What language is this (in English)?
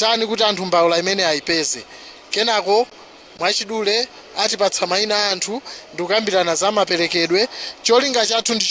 Nyanja